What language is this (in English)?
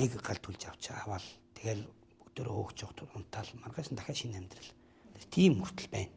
Mongolian